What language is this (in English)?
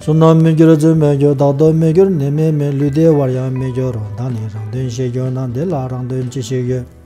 Tibetan